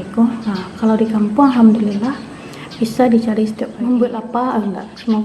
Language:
Minangkabau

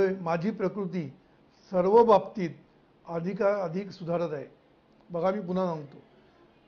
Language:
Marathi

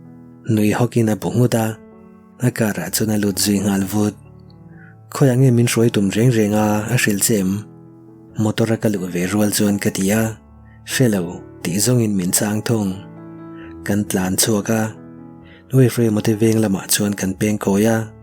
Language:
Mizo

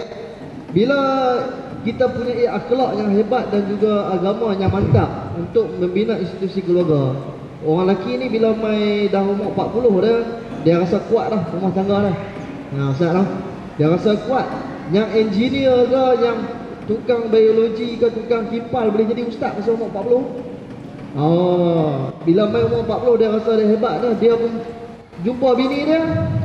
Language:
Malay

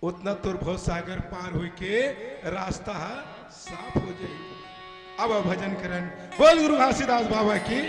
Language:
Chhattisgarhi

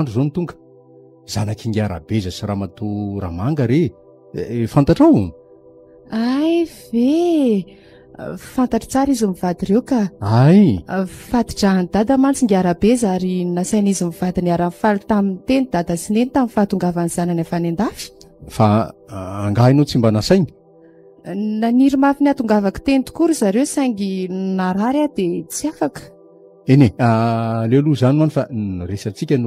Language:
Malagasy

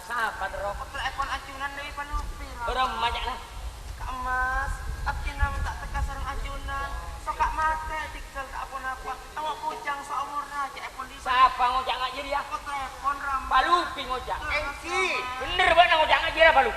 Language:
Madurese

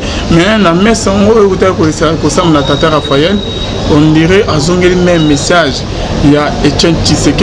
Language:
Lingala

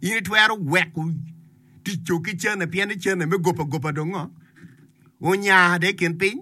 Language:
Acoli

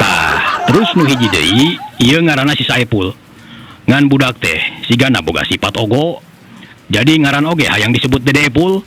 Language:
Sundanese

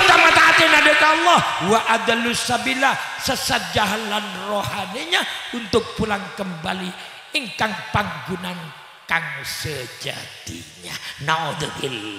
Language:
Madurese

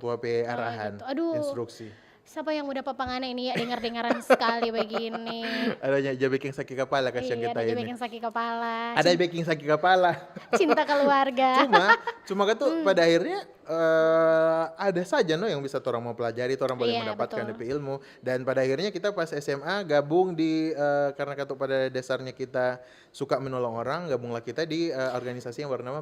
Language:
Manado Malay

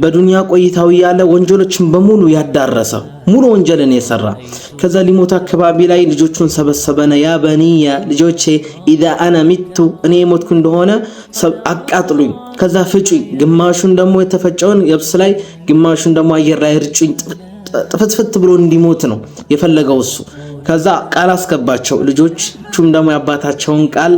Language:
Amharic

